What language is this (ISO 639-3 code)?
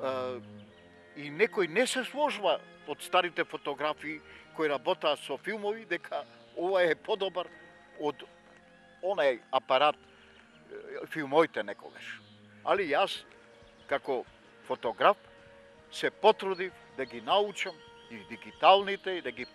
mkd